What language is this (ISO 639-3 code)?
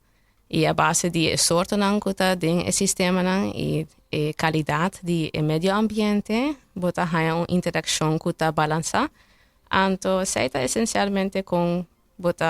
pap